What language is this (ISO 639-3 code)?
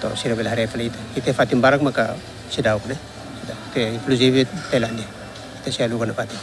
tet